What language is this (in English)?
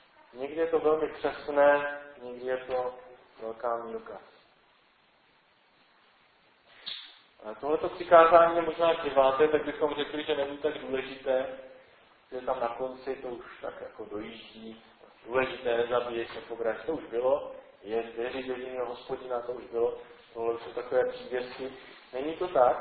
Czech